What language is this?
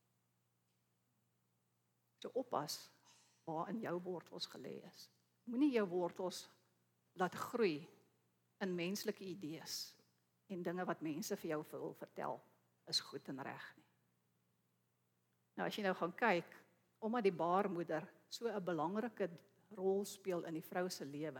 Afrikaans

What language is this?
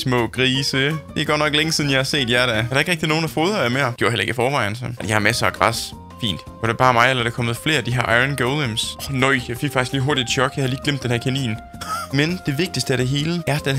Danish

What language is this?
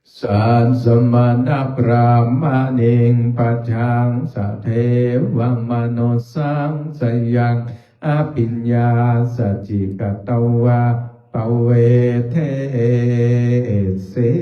Pali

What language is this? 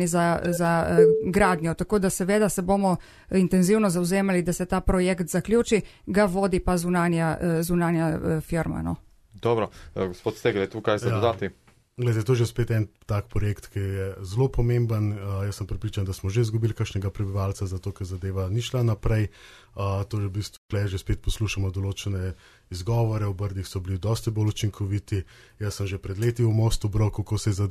Slovenian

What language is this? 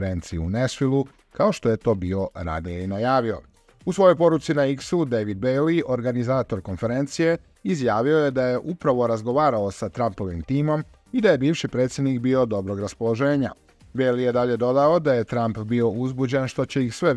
Croatian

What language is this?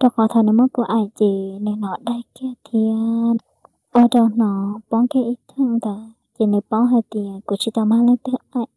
Hmong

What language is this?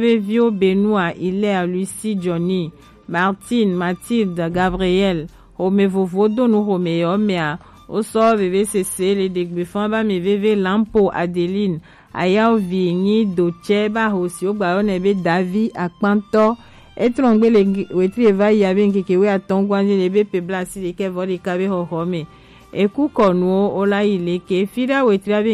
Gen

